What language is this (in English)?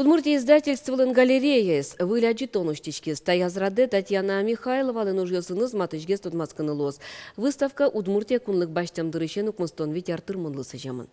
Udmurt